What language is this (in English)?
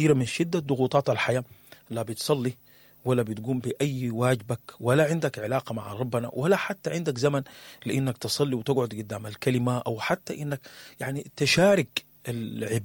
Sudanese Arabic